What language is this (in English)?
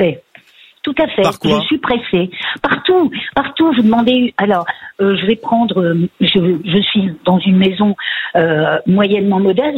French